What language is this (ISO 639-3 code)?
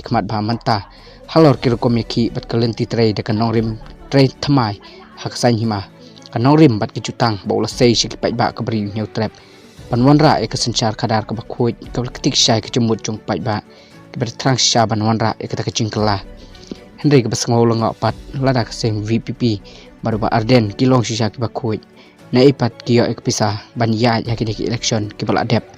kha